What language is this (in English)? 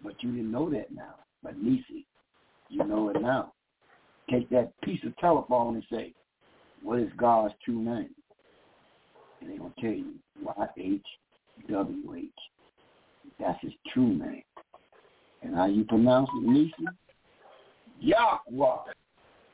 English